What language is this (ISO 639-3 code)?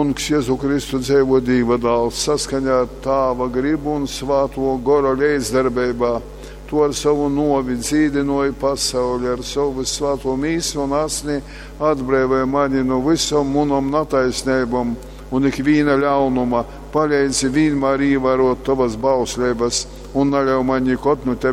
ltg